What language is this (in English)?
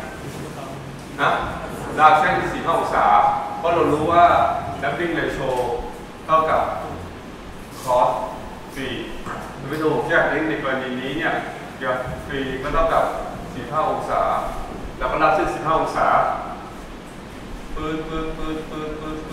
Thai